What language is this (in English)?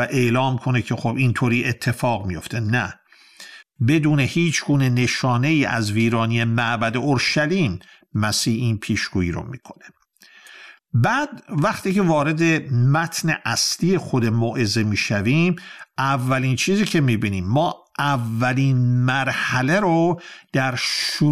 Persian